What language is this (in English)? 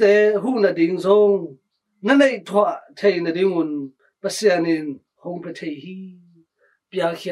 Tedim Chin